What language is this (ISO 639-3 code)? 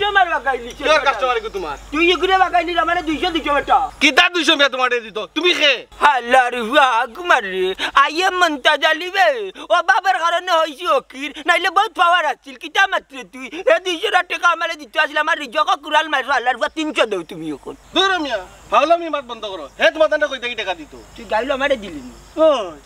syl